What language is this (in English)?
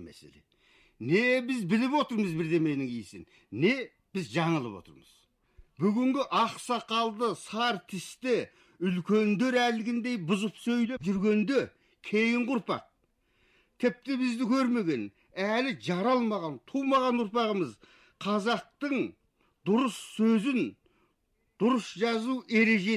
Kazakh